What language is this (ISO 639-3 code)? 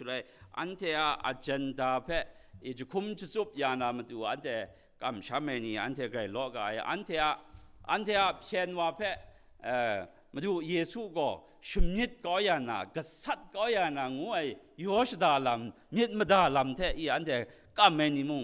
kac